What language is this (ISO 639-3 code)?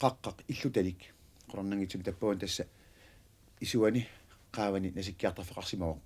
kal